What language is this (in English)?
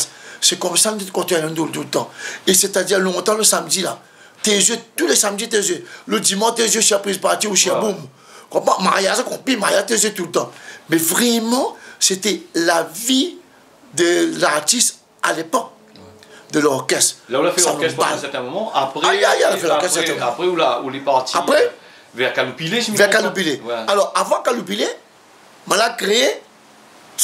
Réunion Creole French